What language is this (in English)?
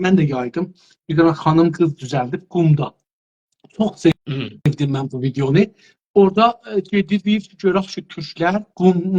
South Azerbaijani